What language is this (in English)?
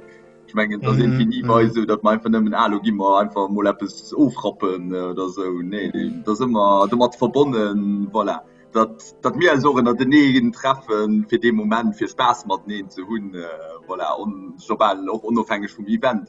Luxembourgish